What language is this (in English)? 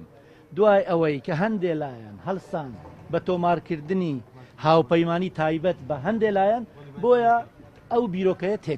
Central Kurdish